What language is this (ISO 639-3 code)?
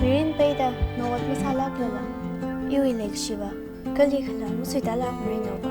nmf